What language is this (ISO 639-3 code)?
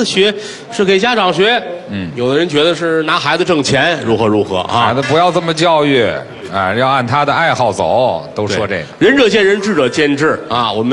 zho